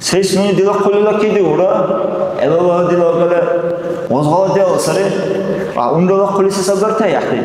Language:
Dargwa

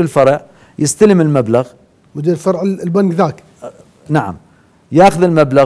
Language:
Mesopotamian Arabic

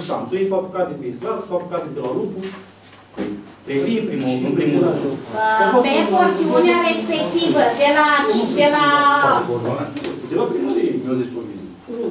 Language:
Romanian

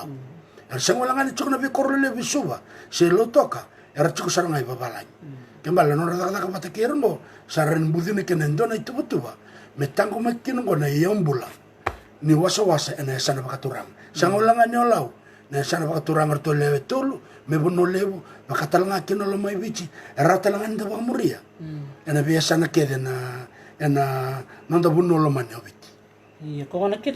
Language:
Fijian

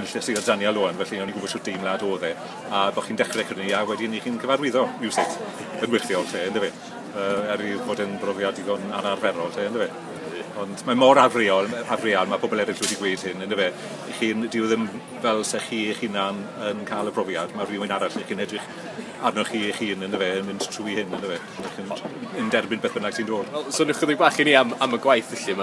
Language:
Welsh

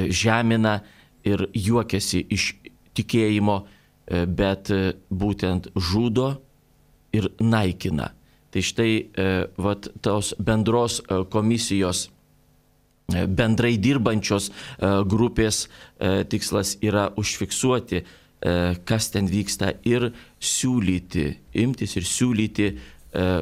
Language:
Lithuanian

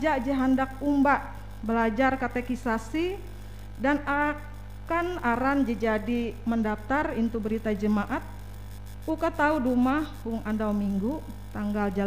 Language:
Ngaju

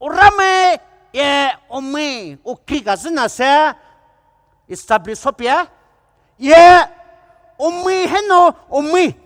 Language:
Poumei Naga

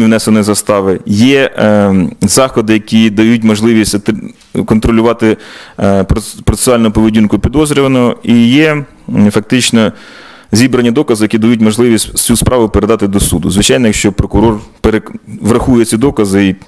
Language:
Ukrainian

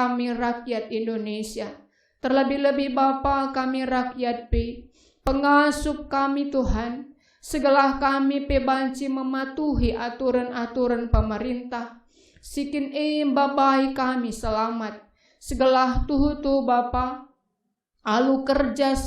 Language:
Batak Karo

